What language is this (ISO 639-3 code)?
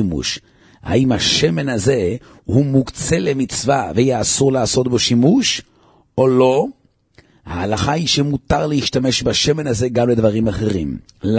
heb